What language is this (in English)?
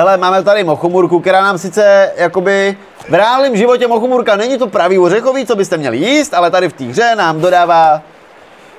Czech